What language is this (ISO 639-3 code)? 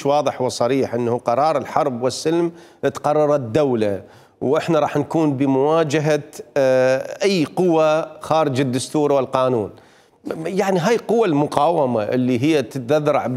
acm